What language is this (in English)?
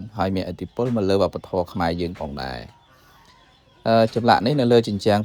Khmer